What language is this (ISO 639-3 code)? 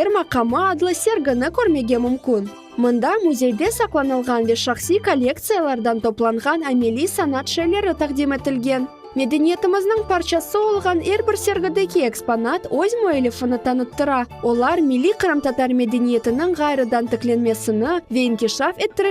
crh